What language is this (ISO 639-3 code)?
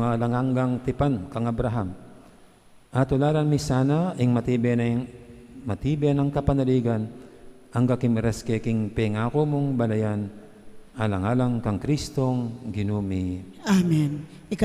pam